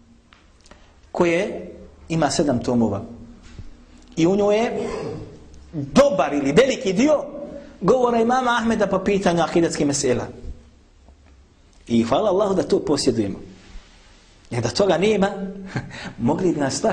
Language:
Bosnian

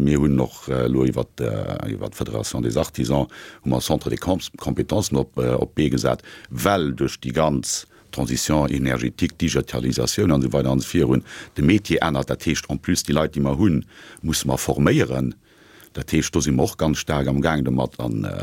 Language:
Luxembourgish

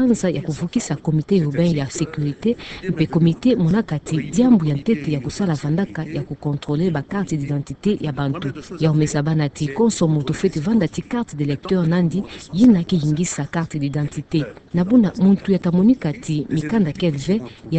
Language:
Kituba (Democratic Republic of Congo)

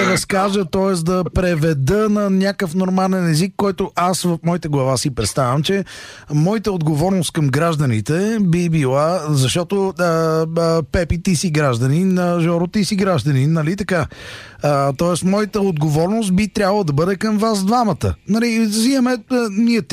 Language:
Bulgarian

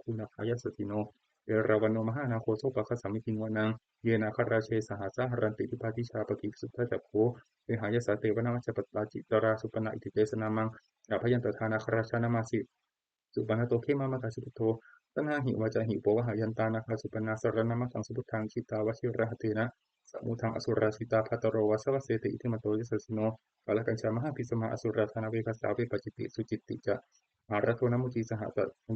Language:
Pali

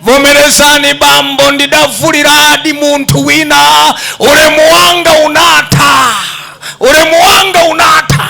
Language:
Nyanja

